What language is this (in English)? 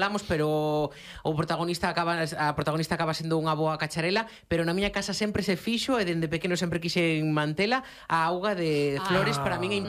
Galician